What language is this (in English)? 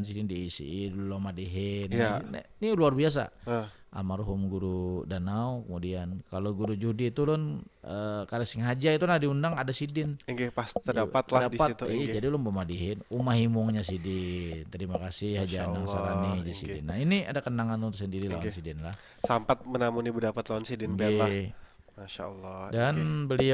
Banjar